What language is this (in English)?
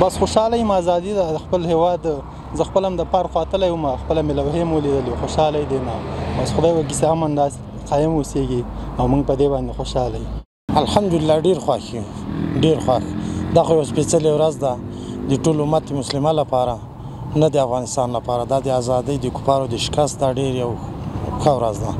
Pashto